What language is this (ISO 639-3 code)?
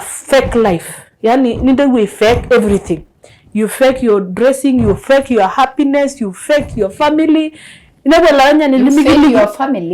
mas